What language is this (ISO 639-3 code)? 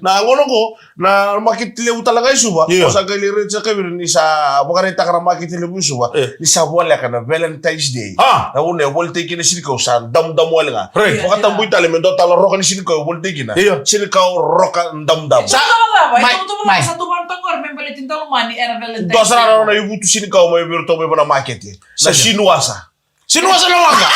fij